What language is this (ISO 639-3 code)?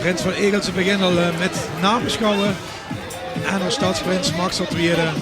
lim